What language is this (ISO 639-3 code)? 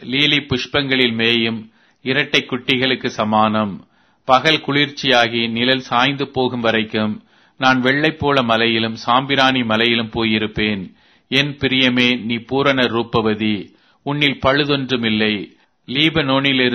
tam